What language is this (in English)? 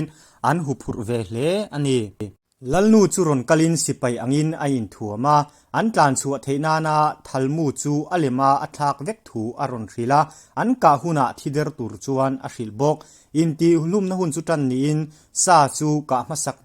Mizo